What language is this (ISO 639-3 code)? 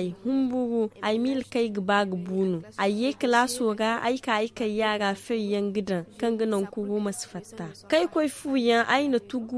dje